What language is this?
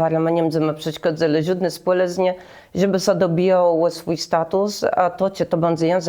Kashubian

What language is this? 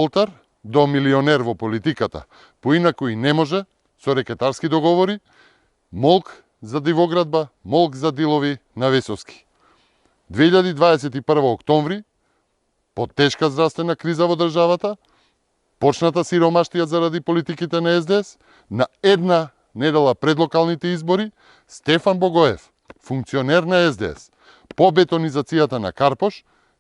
Macedonian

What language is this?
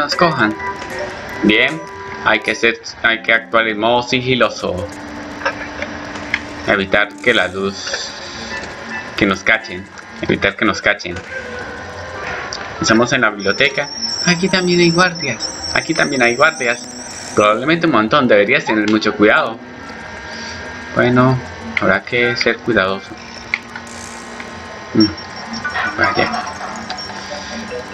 Spanish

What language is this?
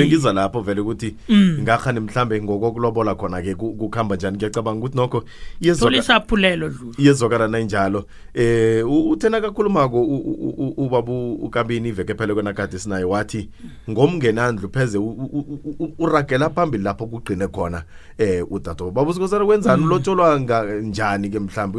South Ndebele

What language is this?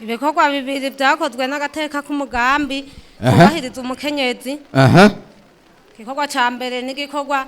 Rundi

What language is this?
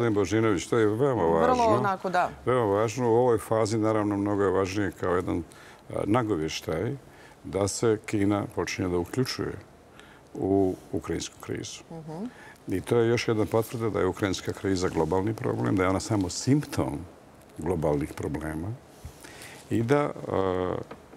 Serbian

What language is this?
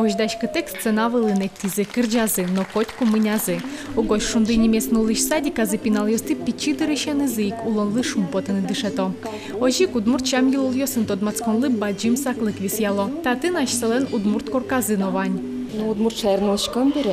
Udmurt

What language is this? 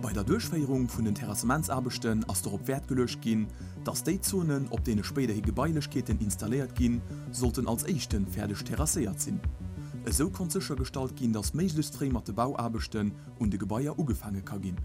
Luxembourgish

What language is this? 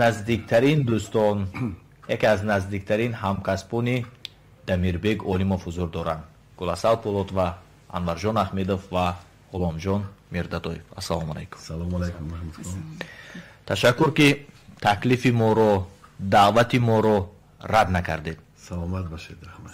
Tajik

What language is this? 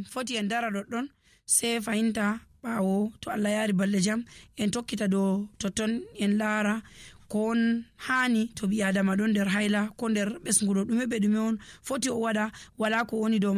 Nigerian Fulfulde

